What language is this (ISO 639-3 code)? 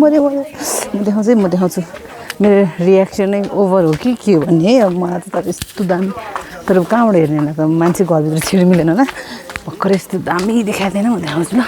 nep